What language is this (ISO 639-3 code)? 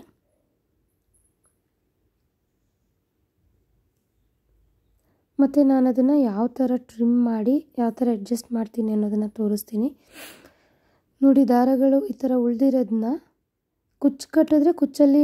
kan